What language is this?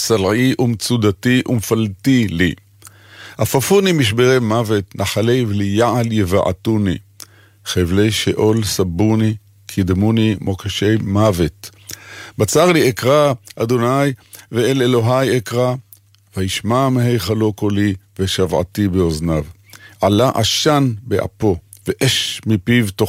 Hebrew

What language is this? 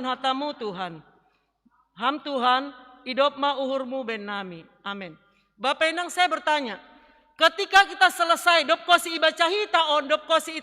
Batak Simalungun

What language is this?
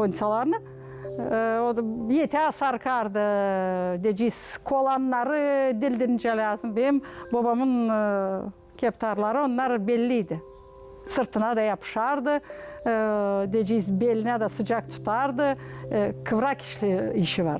Gagauz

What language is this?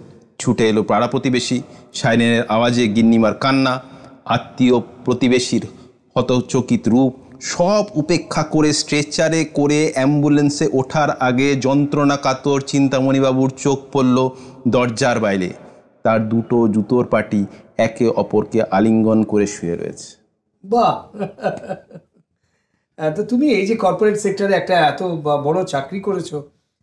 Bangla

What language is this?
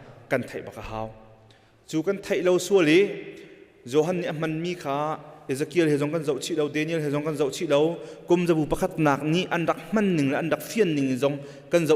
Hakha Chin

